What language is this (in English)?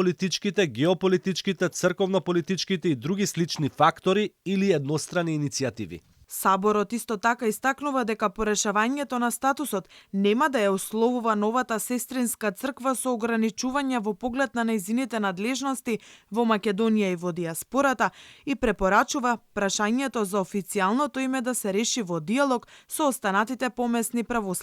Macedonian